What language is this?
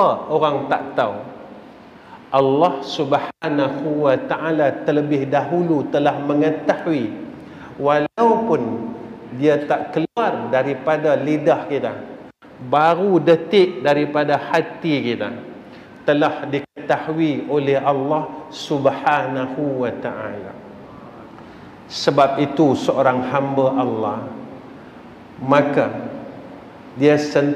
Malay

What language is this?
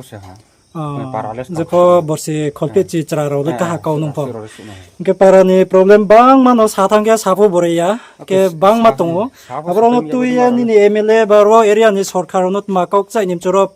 Riang (India)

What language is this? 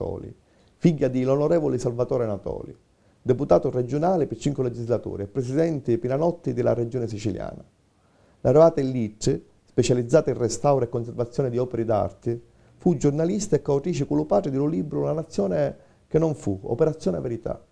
Sicilian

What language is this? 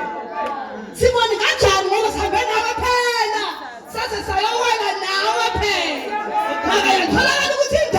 Zulu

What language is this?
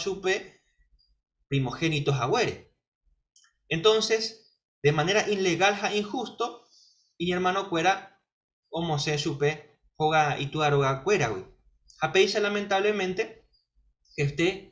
Guarani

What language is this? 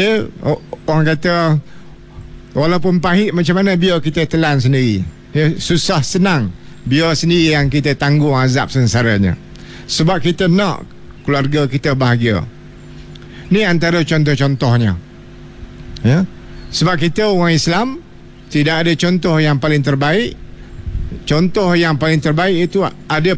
Malay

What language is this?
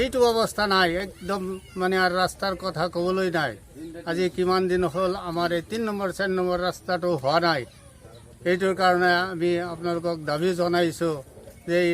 Assamese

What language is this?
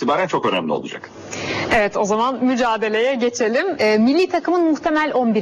Turkish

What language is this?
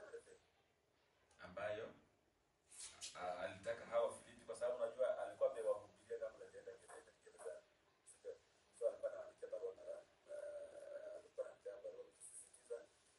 Swahili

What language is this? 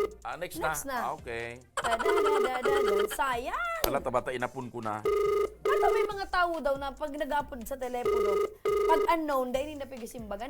Bikol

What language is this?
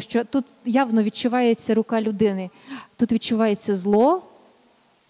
Ukrainian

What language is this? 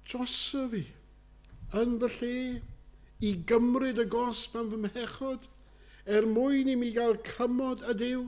Welsh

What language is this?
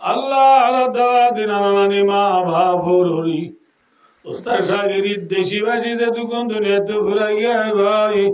Rohingya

